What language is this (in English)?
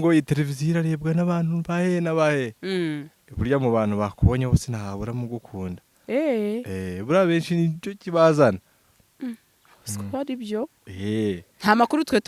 Kinyarwanda